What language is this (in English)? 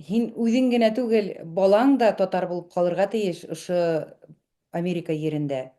Bashkir